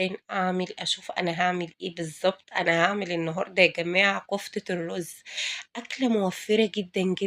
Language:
Egyptian Arabic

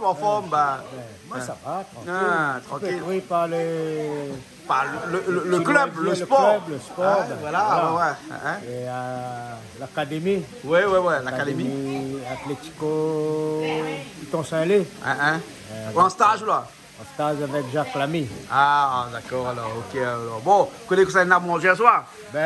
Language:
Réunion Creole French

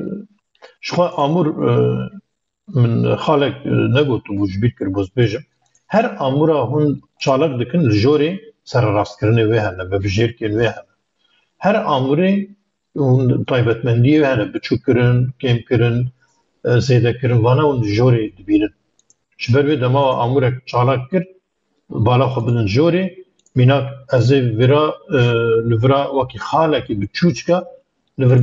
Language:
Kurdish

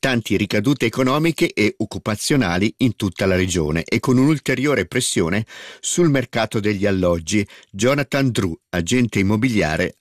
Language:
Italian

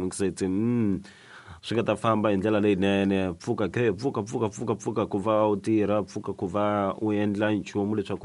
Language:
Tsonga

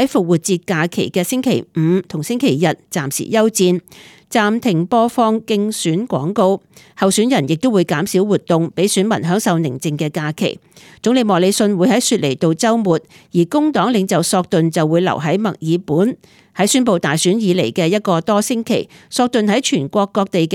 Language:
Cantonese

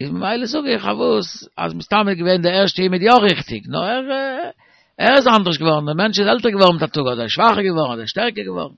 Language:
Yiddish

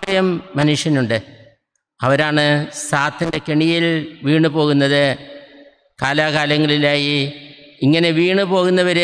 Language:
Malayalam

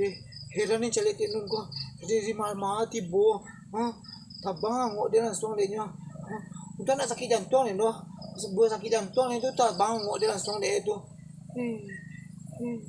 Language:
Minangkabau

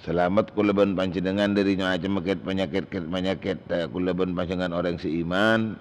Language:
Madurese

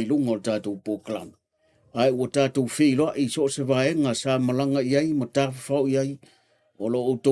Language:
Samoan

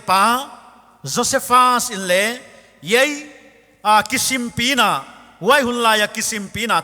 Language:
Paite Chin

